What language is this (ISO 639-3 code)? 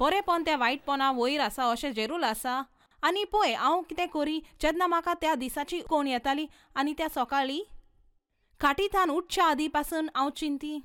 kok